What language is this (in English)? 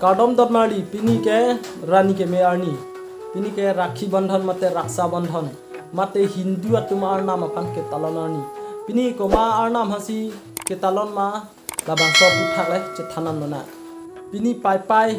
Karbi